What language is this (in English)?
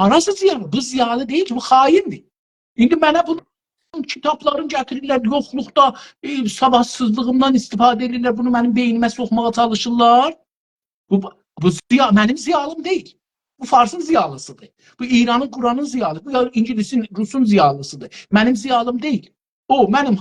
South Azerbaijani